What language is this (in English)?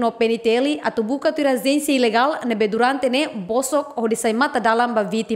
Tetum